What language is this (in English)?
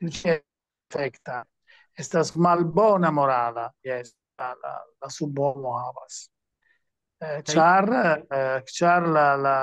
Esperanto